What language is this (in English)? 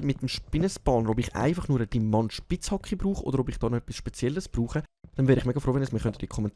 Swiss German